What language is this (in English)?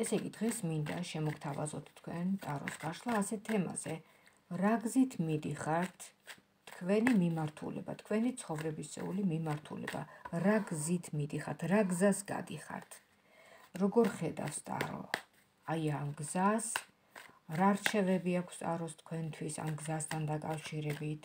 Georgian